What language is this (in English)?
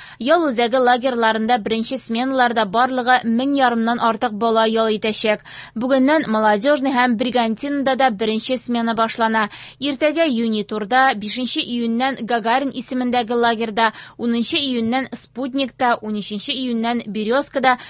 Tatar